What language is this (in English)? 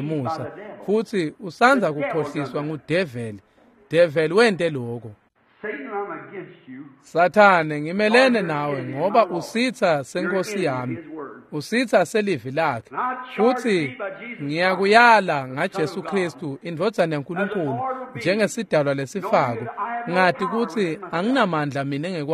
Swati